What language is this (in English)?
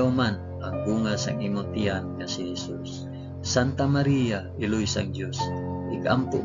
Hiligaynon